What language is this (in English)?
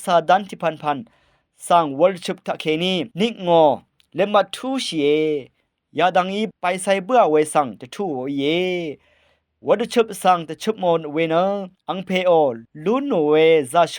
Rawang